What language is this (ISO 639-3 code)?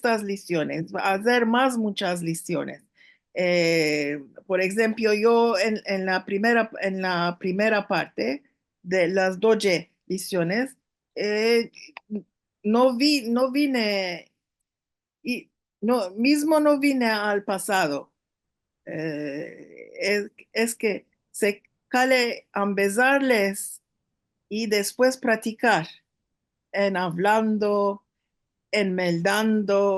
lad